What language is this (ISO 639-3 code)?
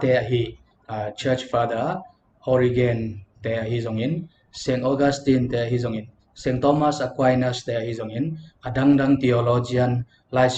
ctd